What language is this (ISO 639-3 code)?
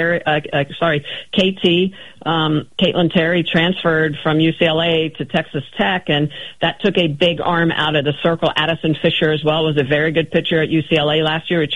eng